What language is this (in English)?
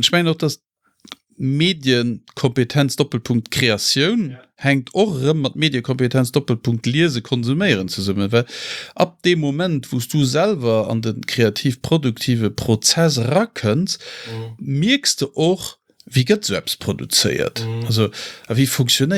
Luxembourgish